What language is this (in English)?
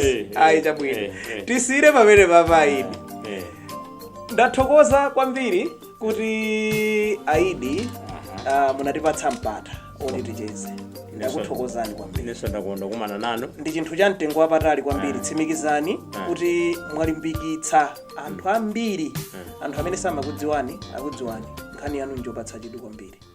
Nyanja